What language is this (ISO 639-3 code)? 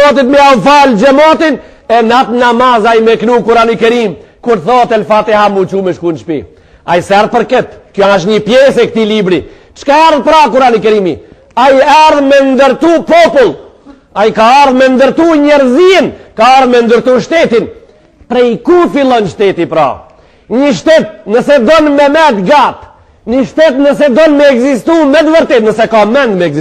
sqi